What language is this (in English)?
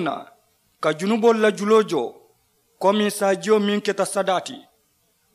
Mandingo